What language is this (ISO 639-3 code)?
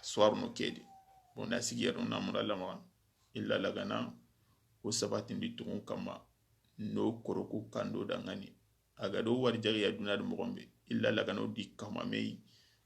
snk